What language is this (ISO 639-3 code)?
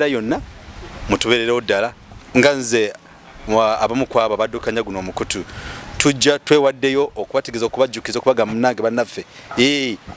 lug